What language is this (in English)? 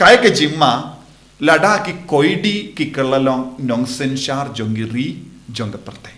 Khasi